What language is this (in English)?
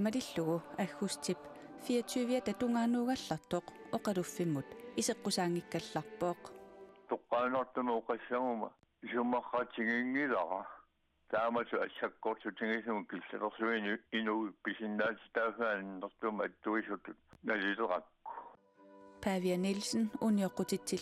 Kalaallisut